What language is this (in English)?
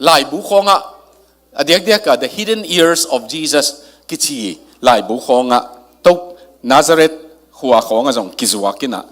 Tedim Chin